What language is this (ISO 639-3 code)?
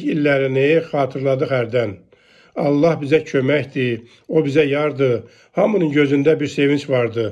aze